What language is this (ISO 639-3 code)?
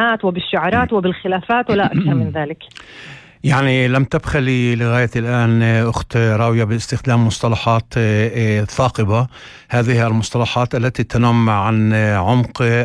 apc